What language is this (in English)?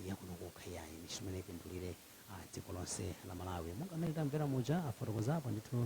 Nyanja